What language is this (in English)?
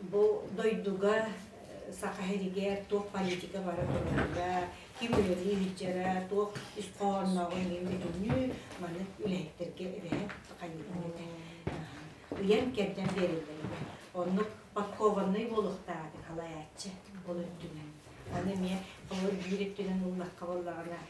Yakut